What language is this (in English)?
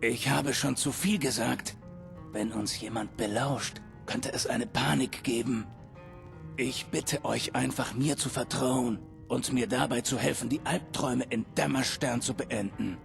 Bavarian